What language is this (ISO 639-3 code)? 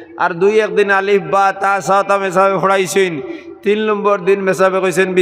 syl